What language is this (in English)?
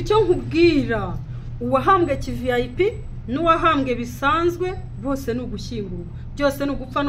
Kinyarwanda